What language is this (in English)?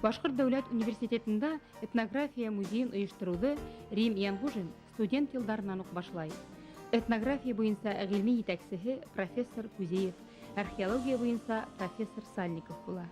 Bashkir